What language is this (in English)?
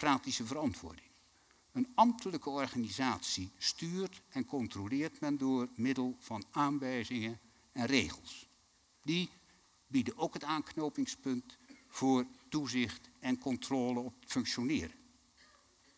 Dutch